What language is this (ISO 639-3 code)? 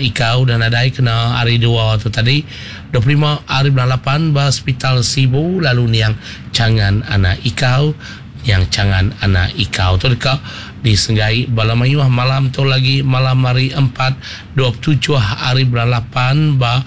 iba